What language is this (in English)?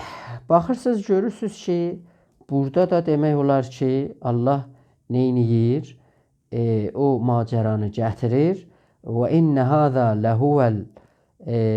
South Azerbaijani